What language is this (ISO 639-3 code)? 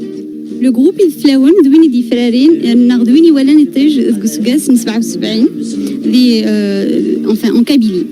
kab